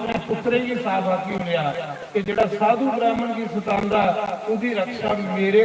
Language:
Dogri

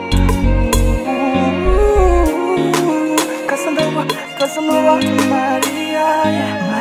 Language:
Swahili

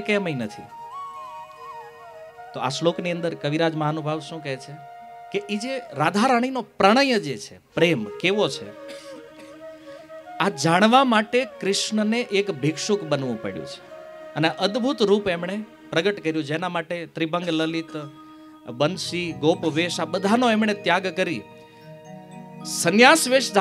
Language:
Gujarati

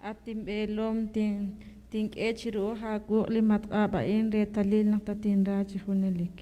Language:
Kekchí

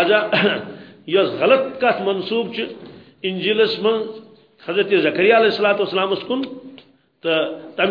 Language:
Kashmiri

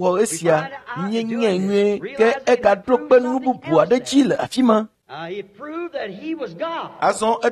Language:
Ewe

